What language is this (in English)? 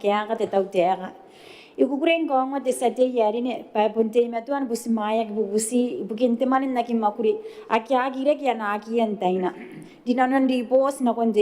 Gilbertese